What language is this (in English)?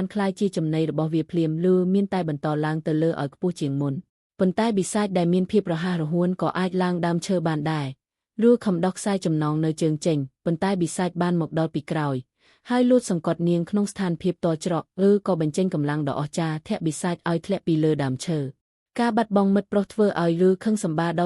Khmer